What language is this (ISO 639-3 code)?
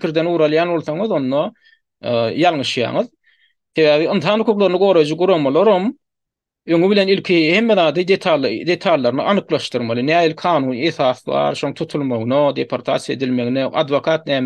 tuk